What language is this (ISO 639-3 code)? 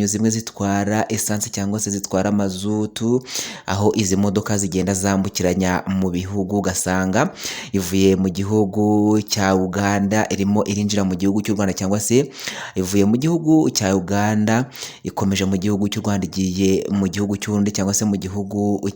kin